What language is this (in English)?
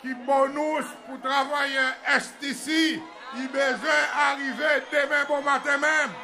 Seselwa Creole French